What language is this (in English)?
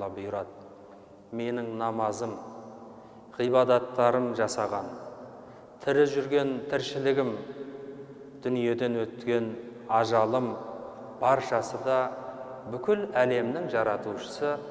Kazakh